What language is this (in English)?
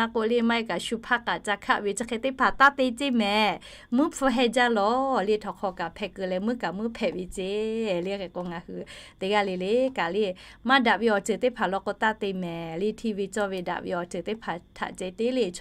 Lahu